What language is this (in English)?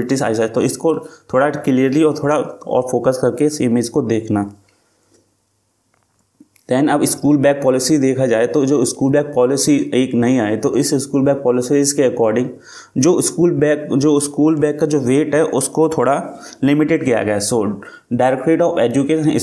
Hindi